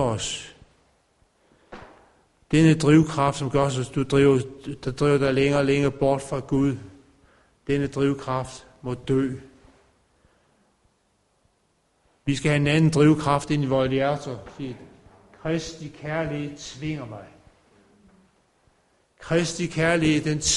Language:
Danish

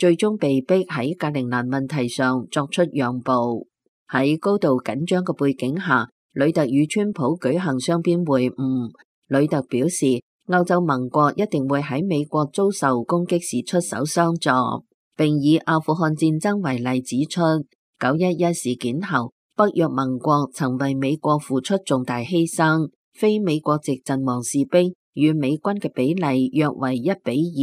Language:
Cantonese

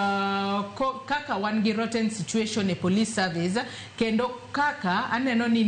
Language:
Luo (Kenya and Tanzania)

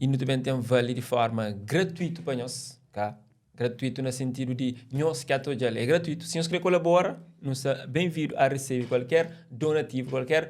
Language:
Kabuverdianu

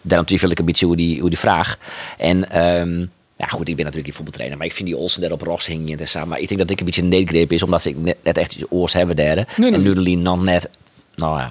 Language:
Western Frisian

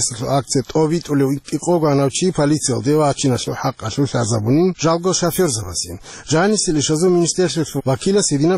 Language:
Avaric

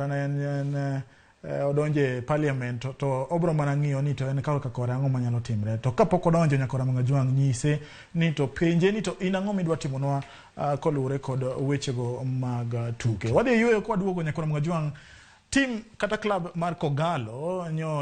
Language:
Luo (Kenya and Tanzania)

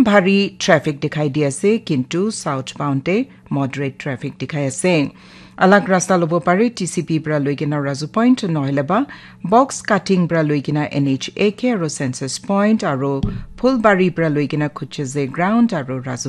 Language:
Naga Pidgin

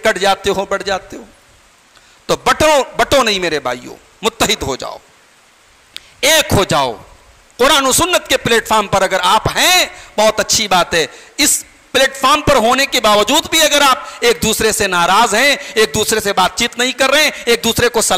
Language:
Urdu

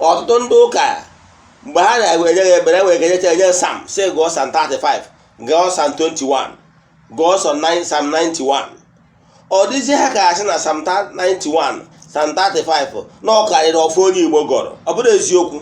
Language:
Igbo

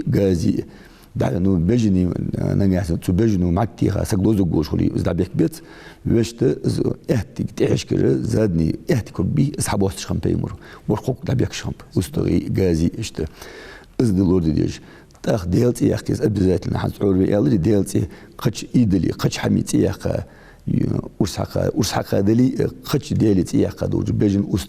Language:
Ingush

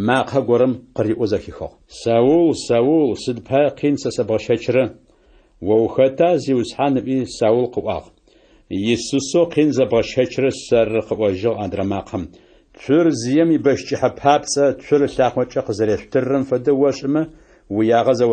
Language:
Adyghe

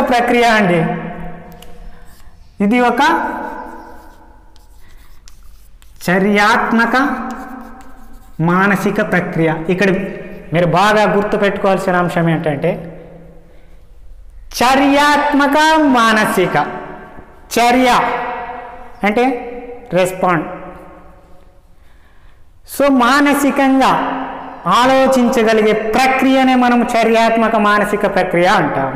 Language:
Telugu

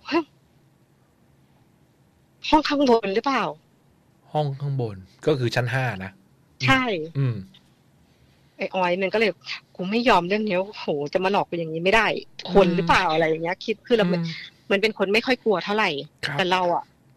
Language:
Thai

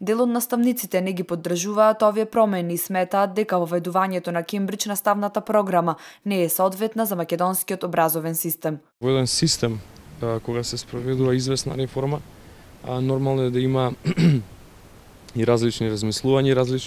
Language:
Macedonian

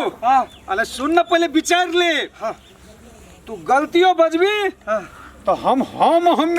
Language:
Maithili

